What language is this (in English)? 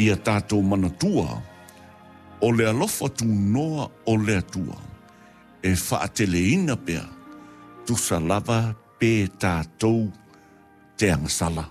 Samoan